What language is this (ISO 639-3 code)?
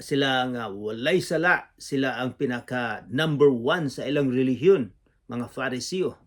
ceb